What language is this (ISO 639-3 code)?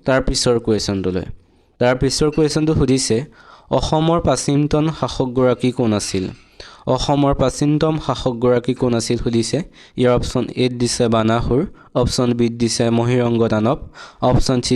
asm